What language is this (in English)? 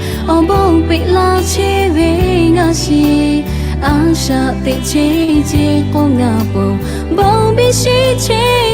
Lahu